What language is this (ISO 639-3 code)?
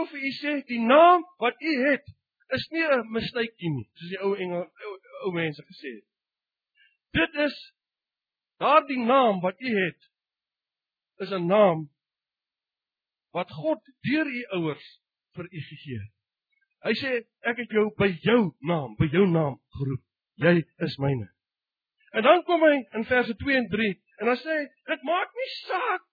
afr